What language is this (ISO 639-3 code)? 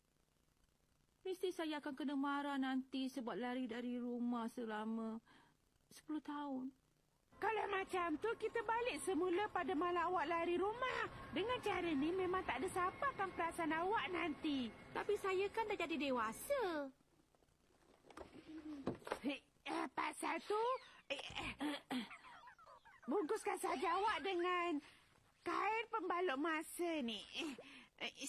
msa